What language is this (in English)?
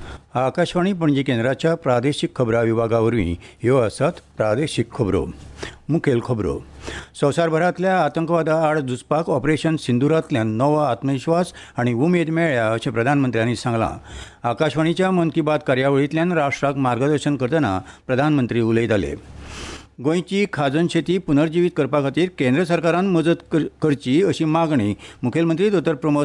Konkani